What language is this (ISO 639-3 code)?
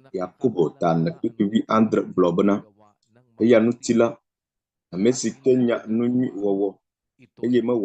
ewe